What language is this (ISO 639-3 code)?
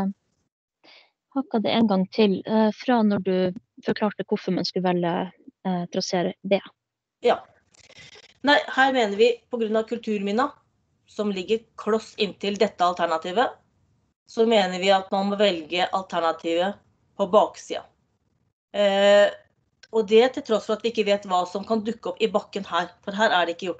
nor